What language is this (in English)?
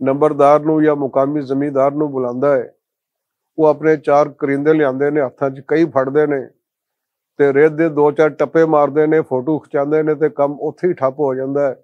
Western Panjabi